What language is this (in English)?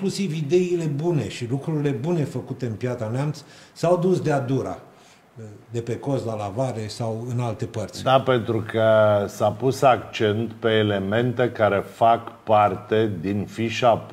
Romanian